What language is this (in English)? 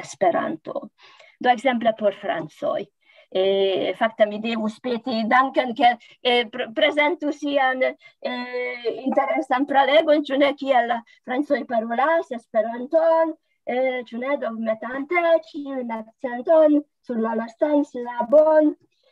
Esperanto